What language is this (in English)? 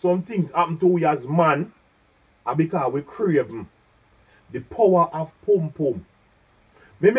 Jamaican Creole English